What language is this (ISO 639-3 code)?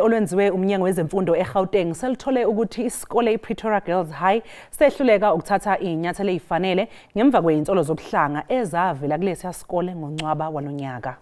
zul